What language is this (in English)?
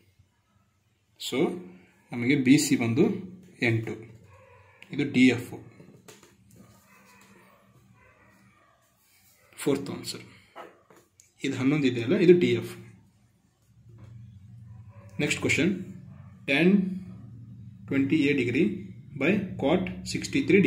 Kannada